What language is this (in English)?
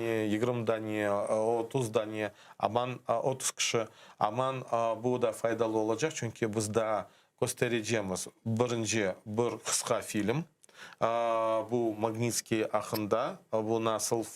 Crimean Tatar